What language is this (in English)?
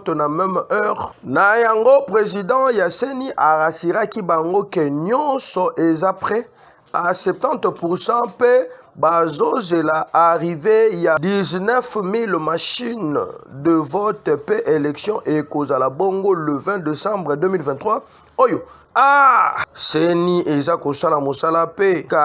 Lingala